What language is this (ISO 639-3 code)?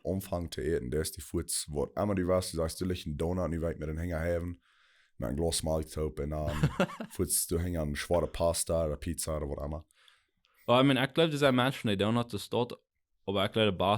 pdt